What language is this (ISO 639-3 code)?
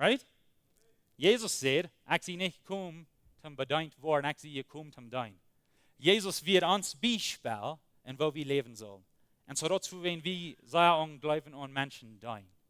pdt